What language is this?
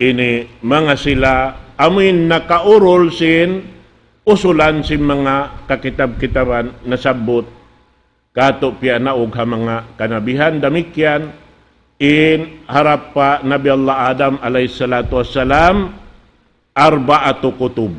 Tausug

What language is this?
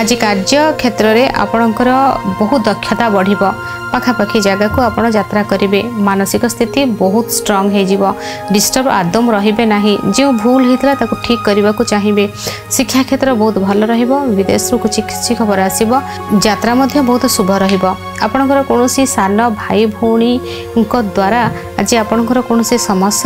Odia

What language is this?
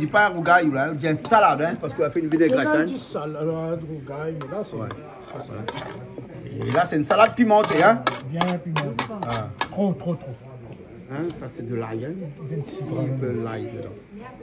Réunion Creole French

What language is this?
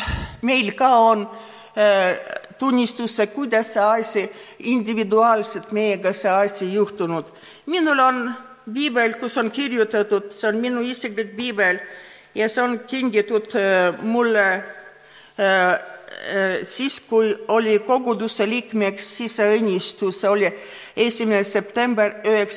Estonian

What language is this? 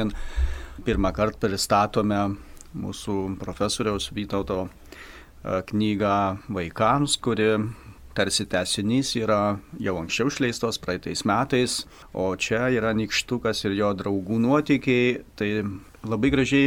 Lithuanian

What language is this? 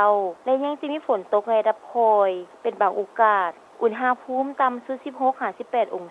Lao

